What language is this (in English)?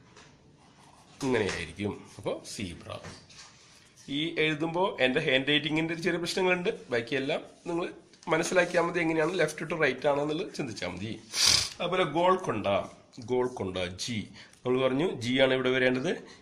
Malayalam